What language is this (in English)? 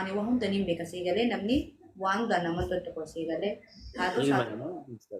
Oromo